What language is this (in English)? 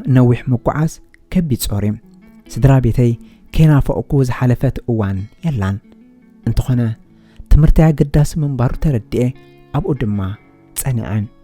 Tigrinya